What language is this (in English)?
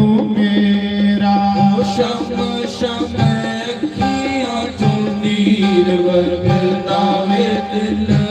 Dogri